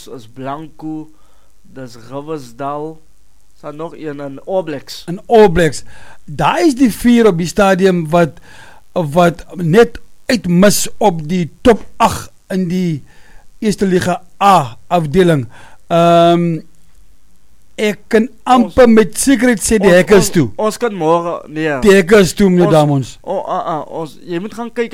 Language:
Afrikaans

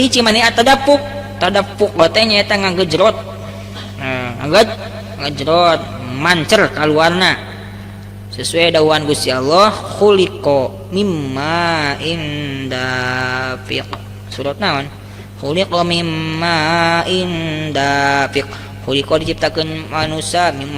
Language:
Sundanese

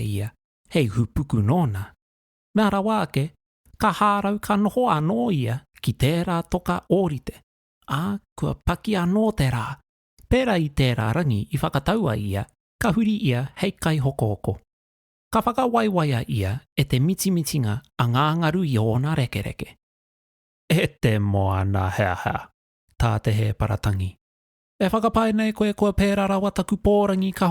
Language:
Māori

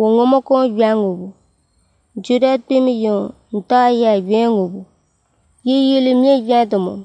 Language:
Somali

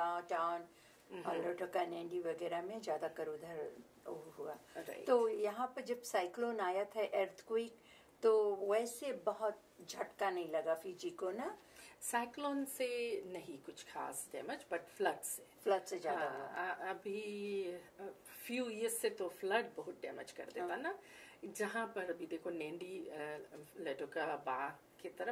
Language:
Fiji Hindi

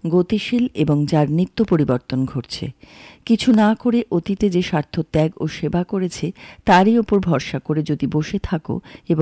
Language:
Bangla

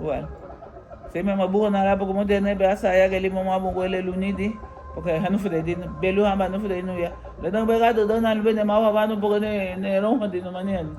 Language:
Garifuna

